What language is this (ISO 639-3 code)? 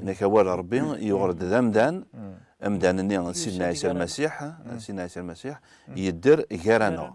kab